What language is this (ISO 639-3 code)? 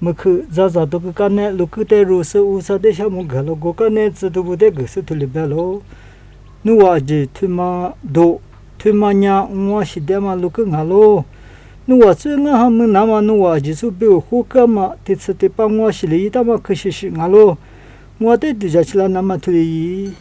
lis